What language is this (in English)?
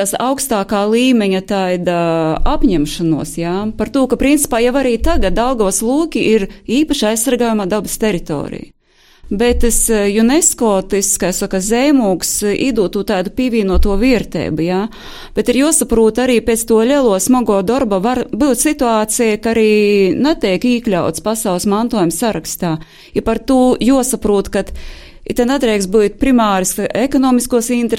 Latvian